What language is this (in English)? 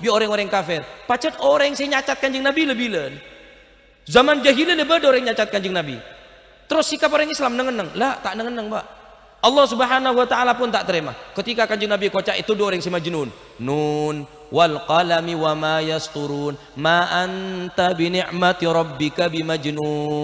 Madurese